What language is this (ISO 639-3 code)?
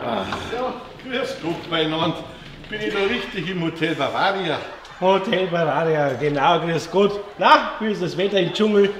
bar